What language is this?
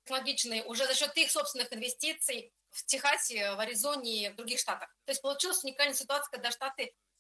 Russian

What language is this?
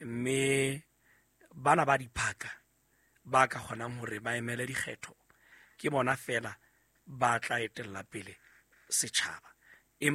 Southern Sotho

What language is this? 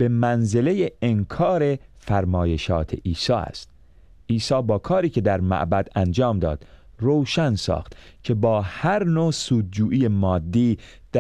Persian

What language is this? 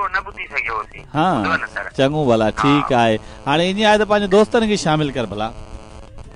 Sindhi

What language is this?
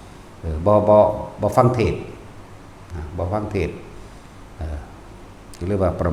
Northeastern Thai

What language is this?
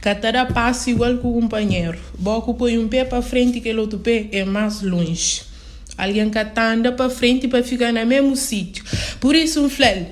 Kabuverdianu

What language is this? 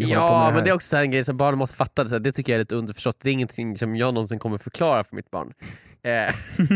Swedish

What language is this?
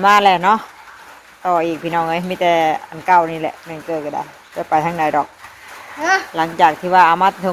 Northeastern Thai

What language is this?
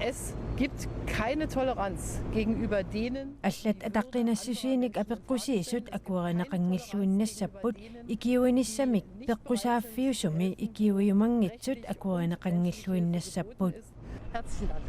Kalaallisut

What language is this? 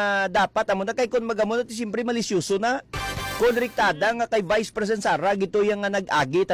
Hiligaynon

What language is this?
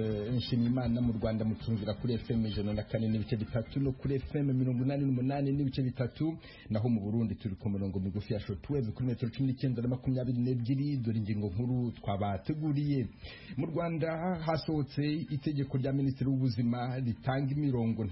Kinyarwanda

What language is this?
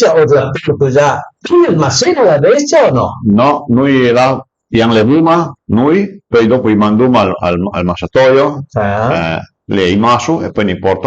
Piedmontese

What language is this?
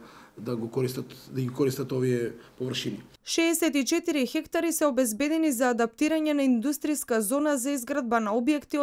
Macedonian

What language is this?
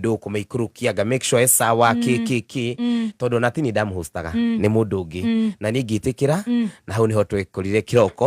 Kikuyu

